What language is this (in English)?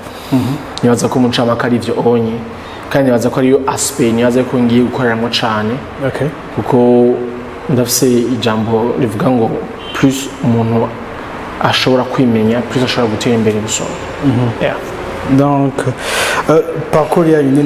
Rundi